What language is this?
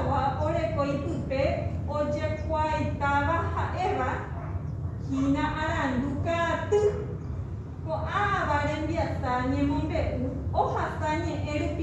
Guarani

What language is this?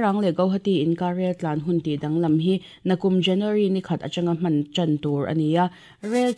Mizo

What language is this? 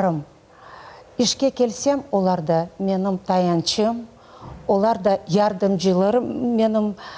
Crimean Tatar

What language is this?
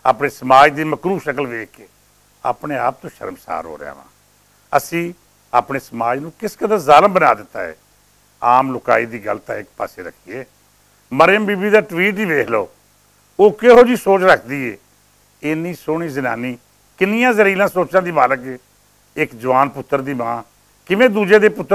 Western Panjabi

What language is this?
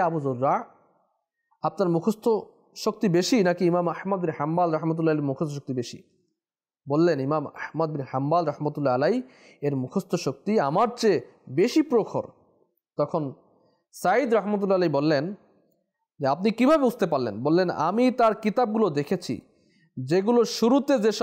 Bangla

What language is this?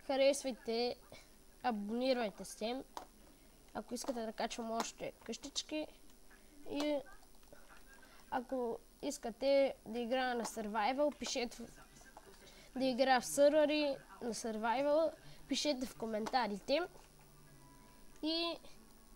Bulgarian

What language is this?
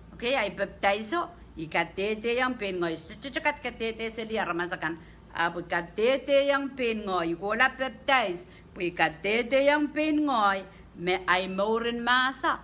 Pohnpeian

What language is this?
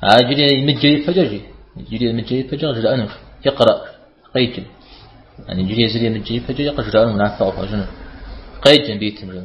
Kabardian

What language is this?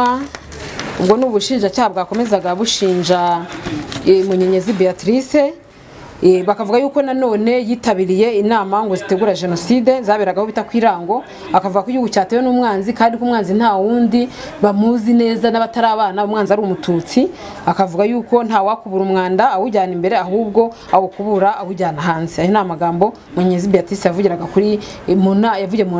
Kinyarwanda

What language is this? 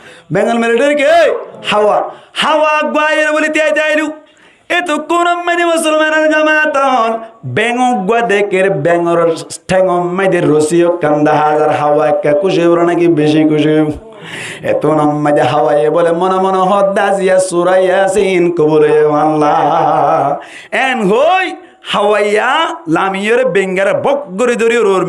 Rohingya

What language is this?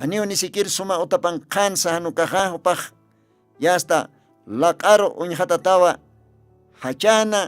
Aymara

